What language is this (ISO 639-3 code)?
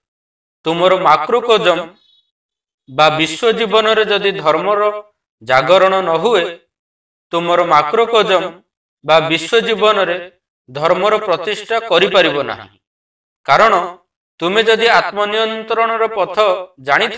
ori